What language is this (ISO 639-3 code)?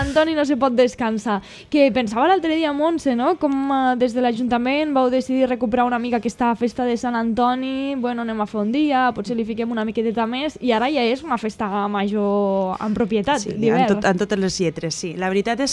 cat